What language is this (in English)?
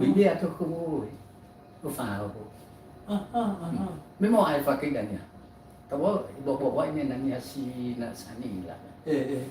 Nias